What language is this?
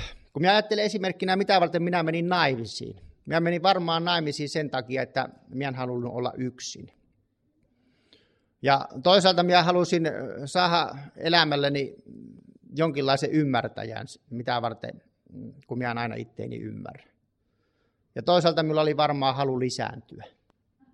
Finnish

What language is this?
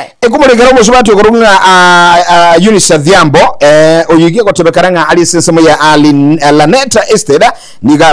Gusii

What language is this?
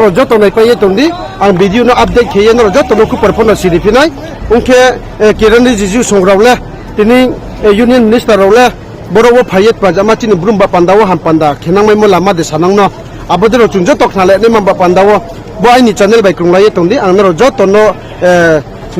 Riang (India)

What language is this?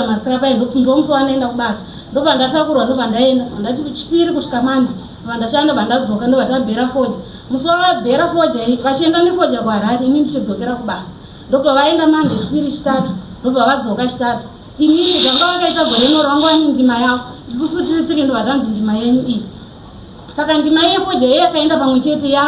Shona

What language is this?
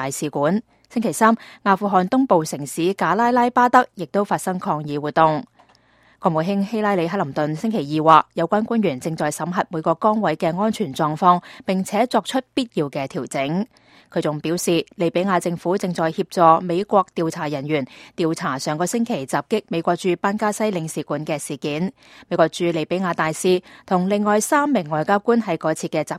Cantonese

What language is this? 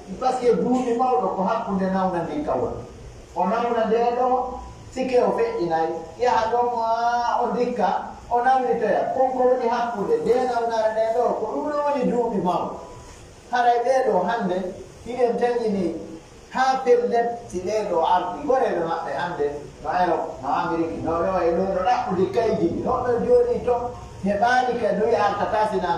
Pular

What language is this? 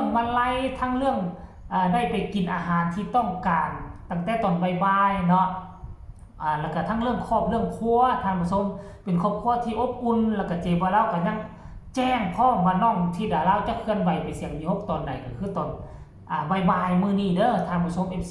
Northeastern Thai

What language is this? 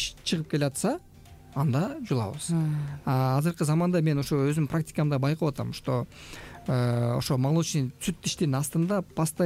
Kyrgyz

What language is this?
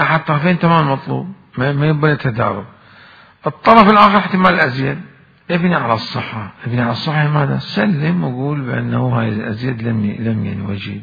Mesopotamian Arabic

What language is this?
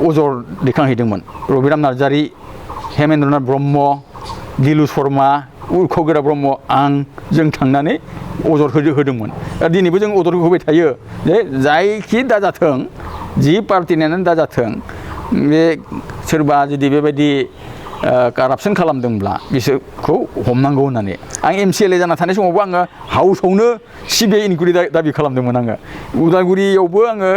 Bodo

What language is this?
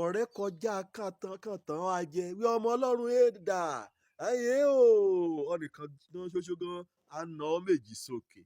Yoruba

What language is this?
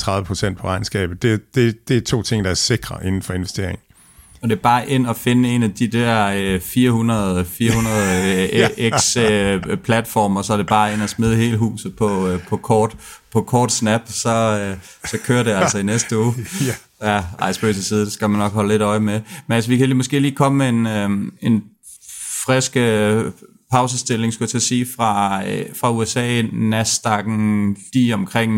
Danish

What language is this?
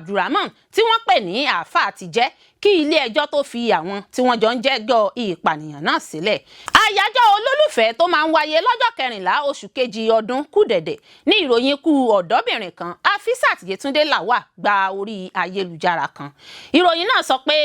Yoruba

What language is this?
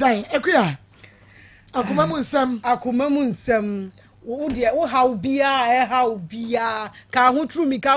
Akan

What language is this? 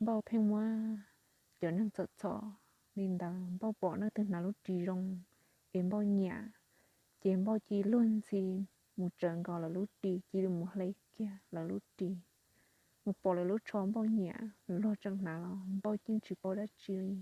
Hmong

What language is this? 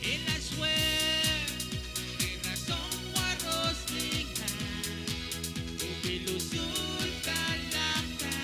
Pohnpeian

